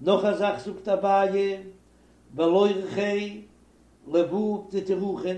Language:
Yiddish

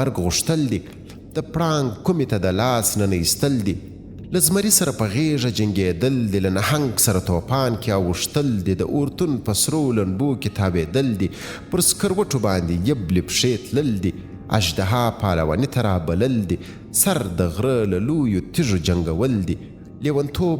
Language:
Pashto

